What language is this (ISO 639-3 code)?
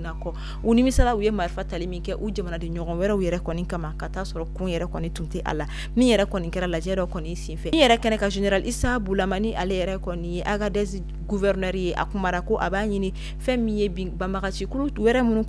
bam